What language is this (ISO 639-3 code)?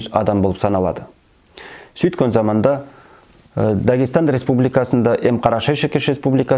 nog